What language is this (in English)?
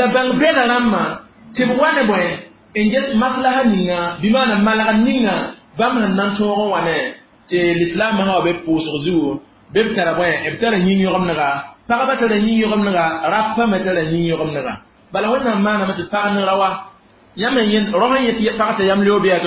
Mossi